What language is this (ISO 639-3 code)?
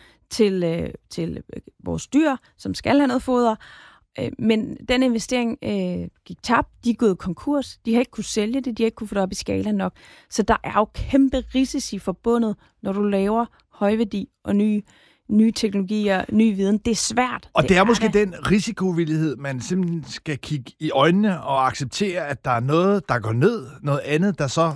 dan